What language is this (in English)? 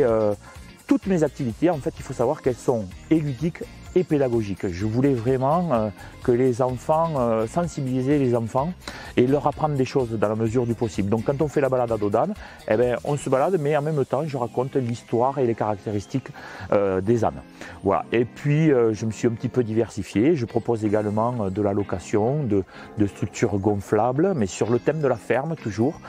French